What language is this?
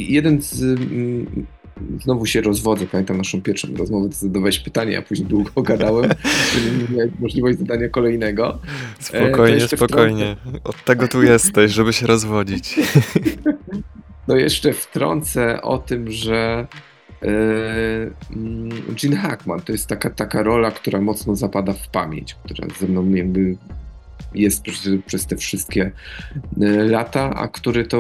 Polish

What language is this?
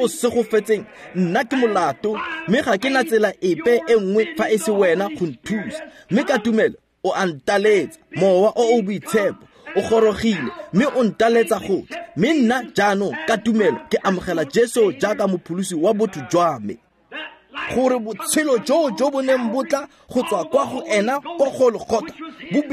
Tswana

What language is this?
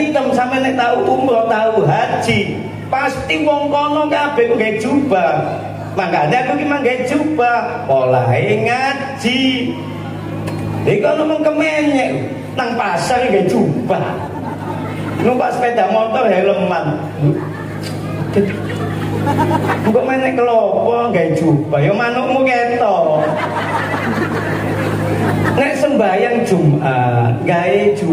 Javanese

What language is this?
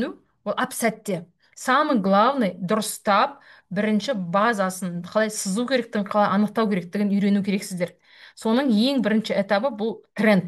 Kazakh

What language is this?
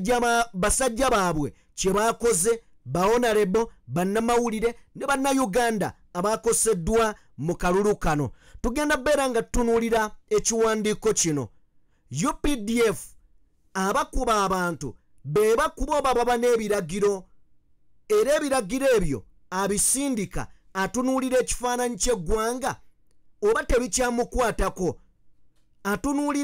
Ganda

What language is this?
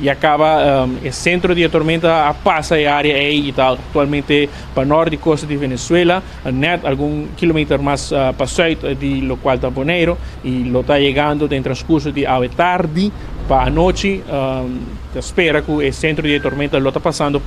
Papiamento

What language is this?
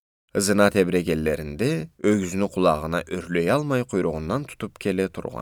Karachay-Balkar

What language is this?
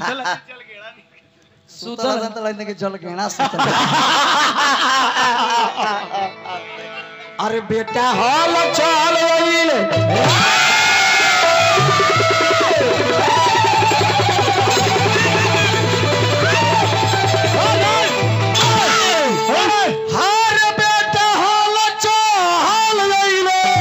Bhojpuri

